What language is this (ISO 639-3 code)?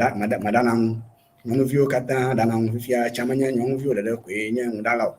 ewe